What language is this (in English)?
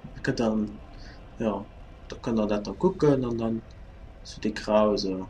Luxembourgish